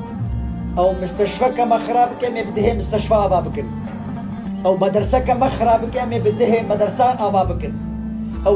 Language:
Kurdish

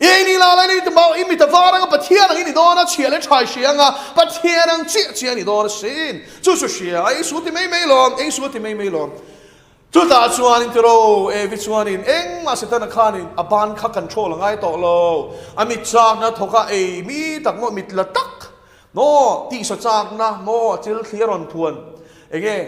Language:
Mizo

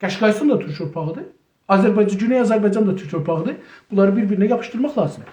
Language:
South Azerbaijani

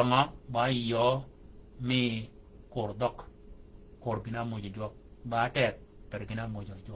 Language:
Shilluk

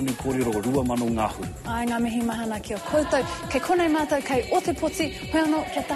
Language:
Māori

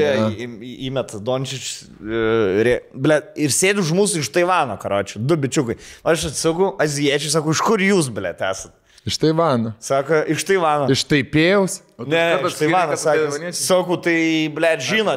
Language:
Lithuanian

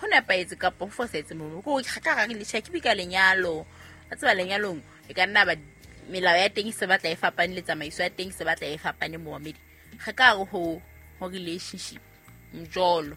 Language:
Southern Sotho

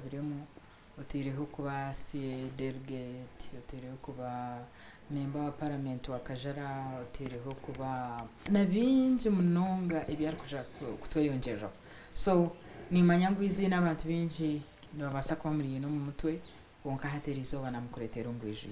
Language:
Nyankole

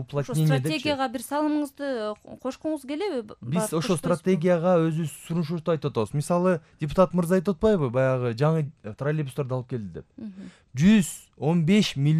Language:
Kyrgyz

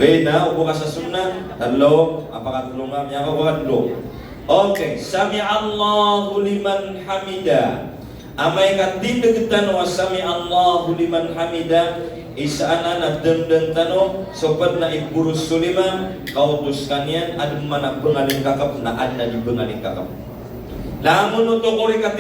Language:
Maranao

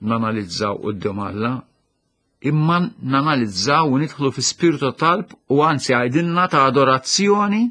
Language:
Maltese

